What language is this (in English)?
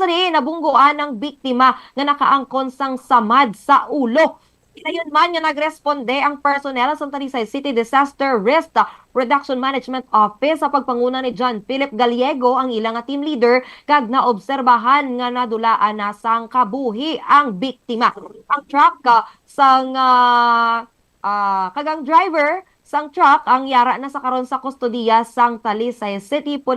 Hiligaynon